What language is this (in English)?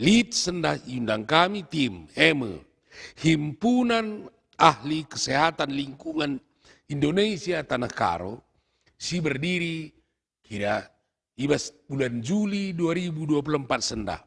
Batak Karo